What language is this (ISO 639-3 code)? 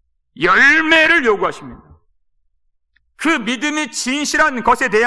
kor